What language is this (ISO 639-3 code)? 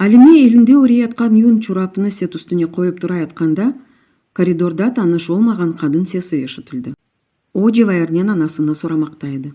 crh